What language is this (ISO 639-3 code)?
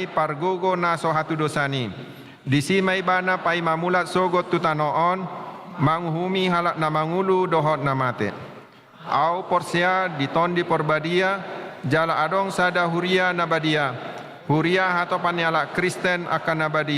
bbc